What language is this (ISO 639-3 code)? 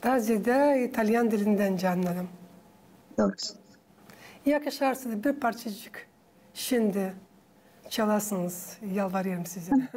gag